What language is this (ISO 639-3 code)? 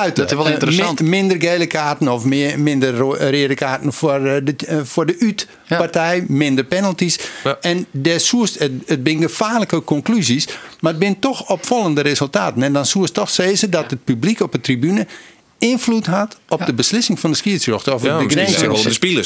fry